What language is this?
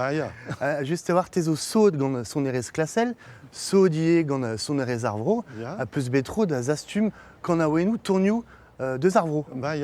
Breton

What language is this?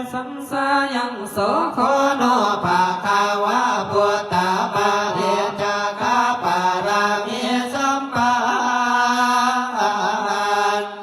Pali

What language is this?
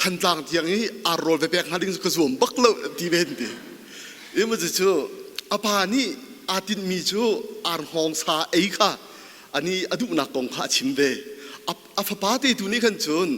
Hakha Chin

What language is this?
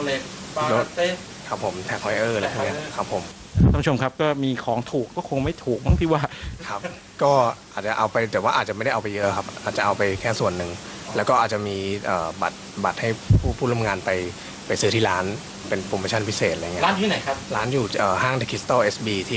Thai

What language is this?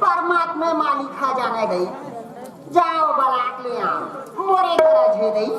Chhattisgarhi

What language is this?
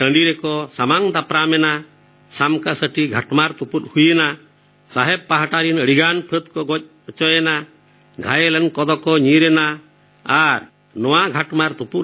Santali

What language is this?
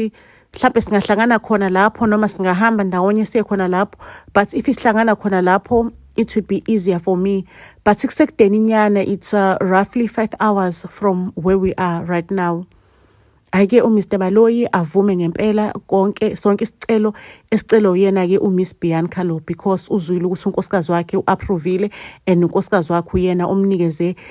Zulu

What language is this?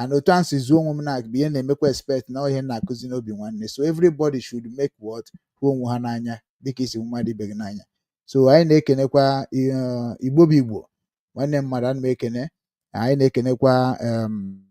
Igbo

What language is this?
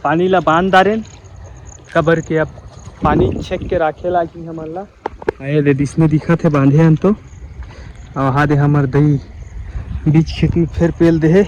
Chhattisgarhi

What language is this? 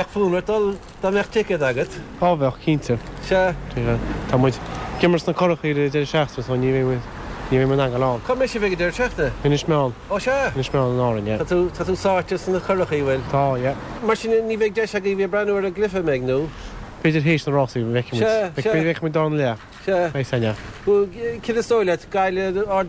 Irish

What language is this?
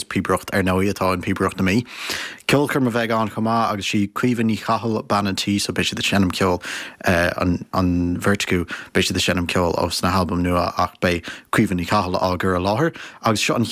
Irish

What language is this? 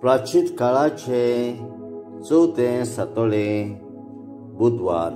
Konkani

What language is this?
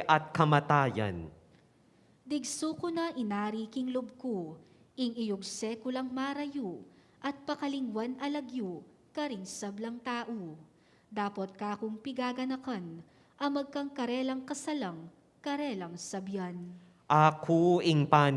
Pampanga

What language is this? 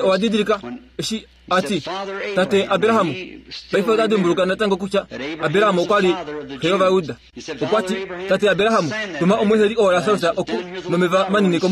Kuanyama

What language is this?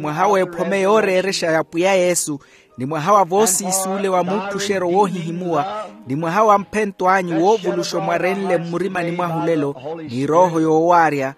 Makhuwa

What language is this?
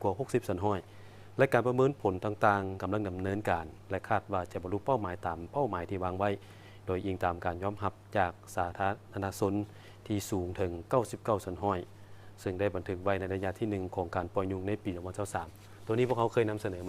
Lao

